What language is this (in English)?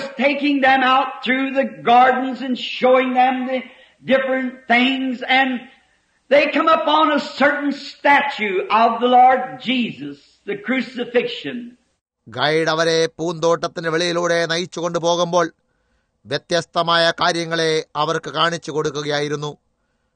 Malayalam